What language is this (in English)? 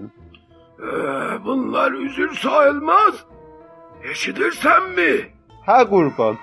South Azerbaijani